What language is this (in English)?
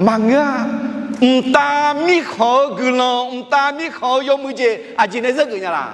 Akha